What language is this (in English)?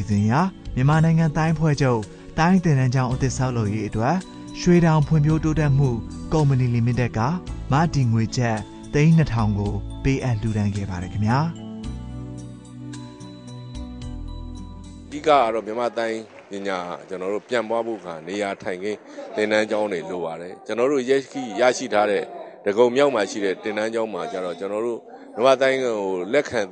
Burmese